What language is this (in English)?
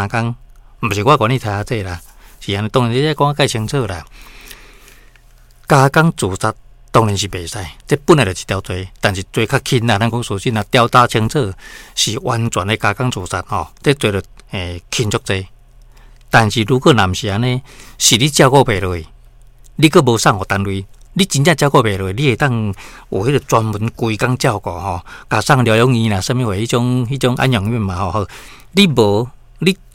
Min Nan Chinese